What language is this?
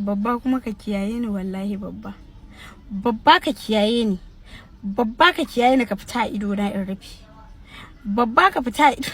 Hausa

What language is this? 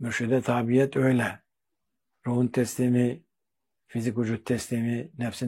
Turkish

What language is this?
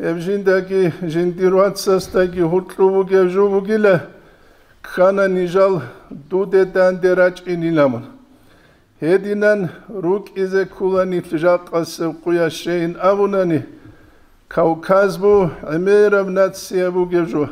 Avaric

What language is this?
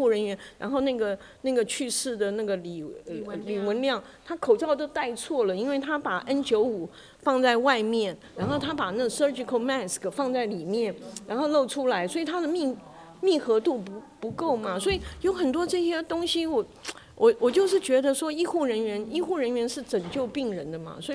Chinese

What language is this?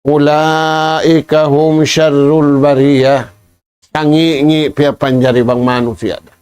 Tausug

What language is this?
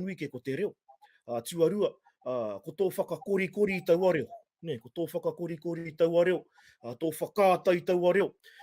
Māori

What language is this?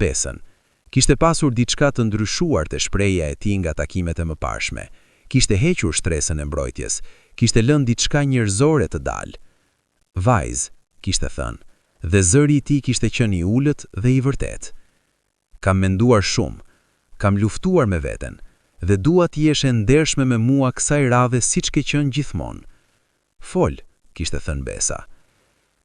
Albanian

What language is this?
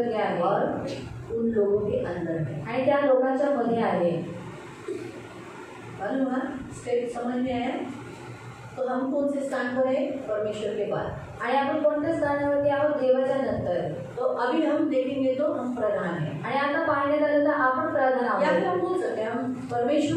Hindi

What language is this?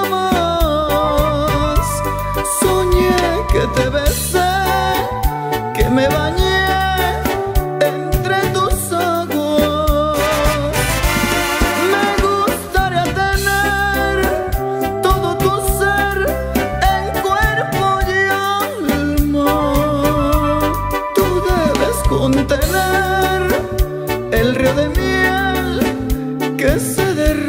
Spanish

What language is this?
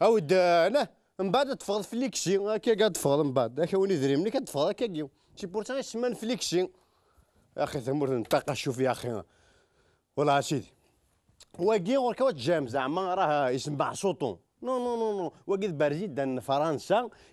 Kabyle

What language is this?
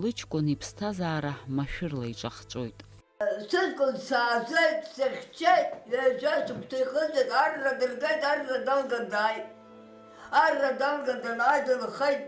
Abkhazian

